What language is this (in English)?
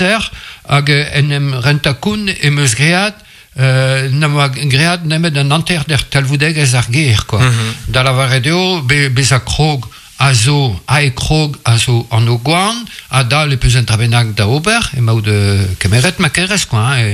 Breton